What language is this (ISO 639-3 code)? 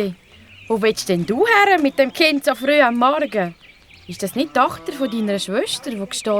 gsw